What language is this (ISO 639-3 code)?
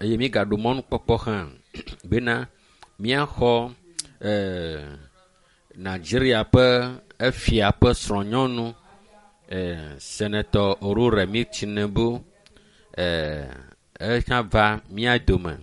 ewe